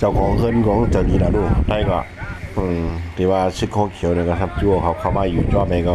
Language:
Shan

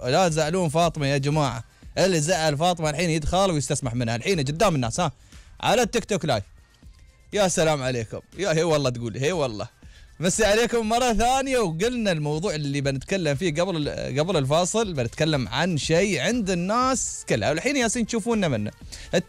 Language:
Gulf Arabic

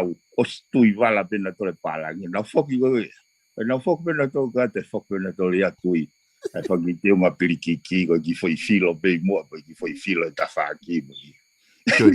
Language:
Tongan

